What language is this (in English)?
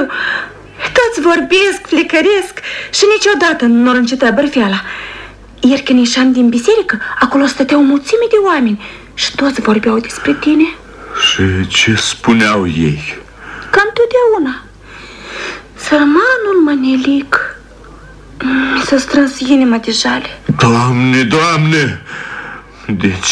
Romanian